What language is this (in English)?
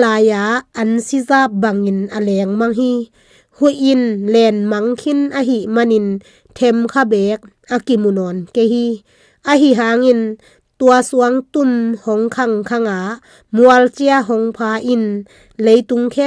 Tedim Chin